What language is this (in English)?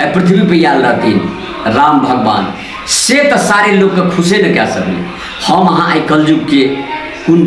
Maithili